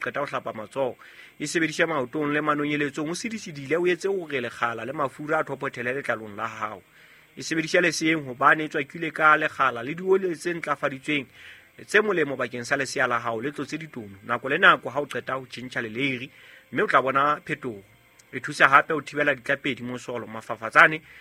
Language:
Southern Sotho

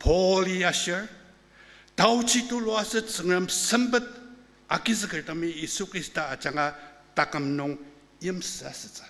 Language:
Ao Naga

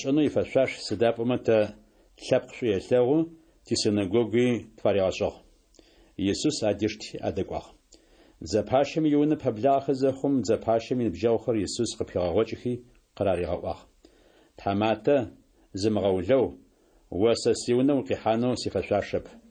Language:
Adyghe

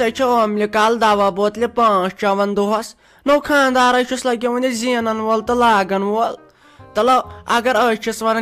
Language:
Kashmiri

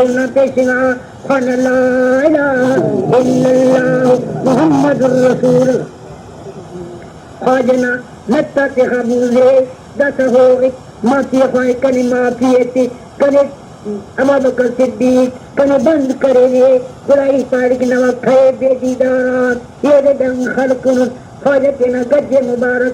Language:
Brahui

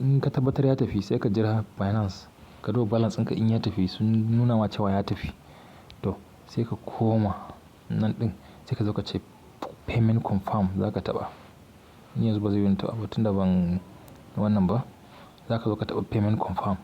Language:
Hausa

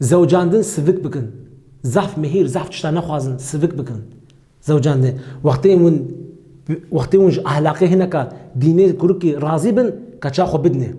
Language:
Kurdish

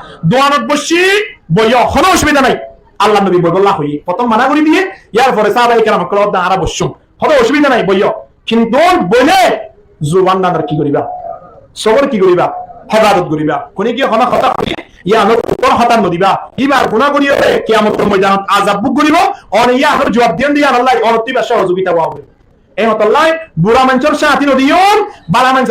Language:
Rohingya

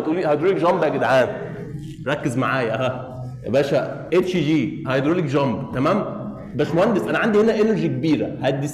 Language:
Egyptian Arabic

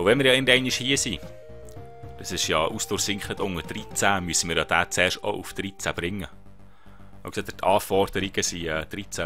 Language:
Swiss German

